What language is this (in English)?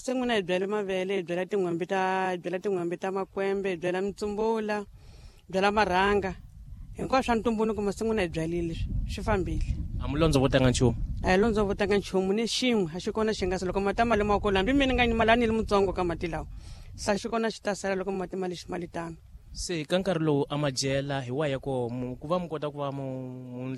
Tsonga